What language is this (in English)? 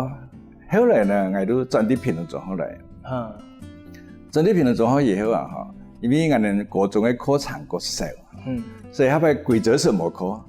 Hakka Chinese